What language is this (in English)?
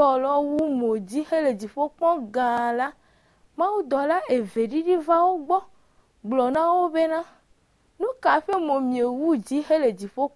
Ewe